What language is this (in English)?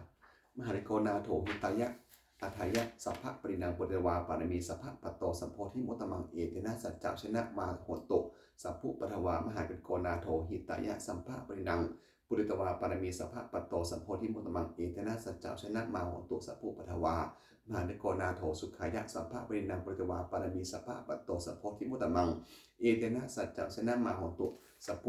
Pali